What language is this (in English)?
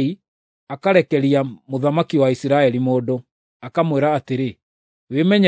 Kikuyu